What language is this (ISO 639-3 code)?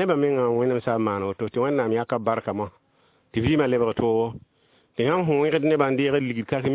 mos